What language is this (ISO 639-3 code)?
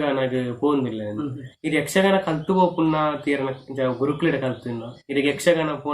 tcy